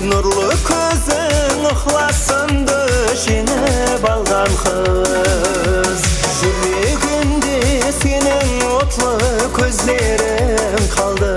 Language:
Kara-Kalpak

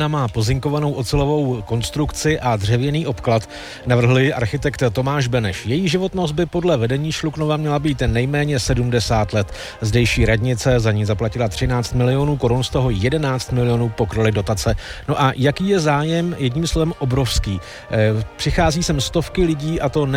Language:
Czech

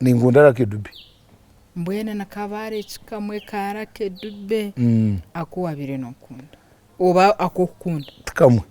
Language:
Nyankole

